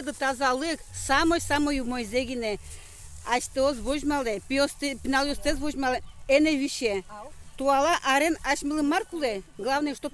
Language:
Udmurt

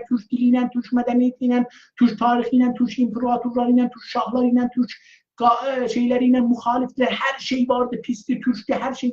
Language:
South Azerbaijani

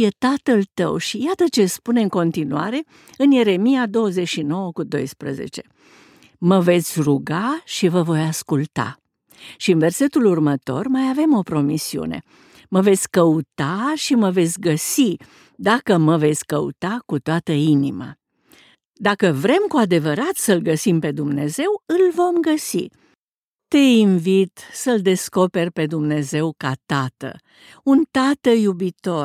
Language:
Romanian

